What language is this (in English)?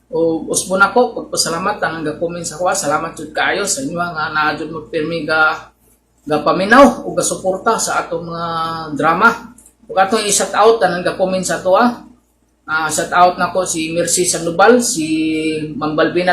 Cebuano